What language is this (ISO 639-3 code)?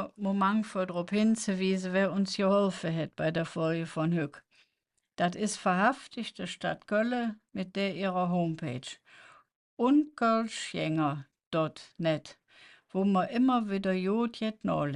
ksh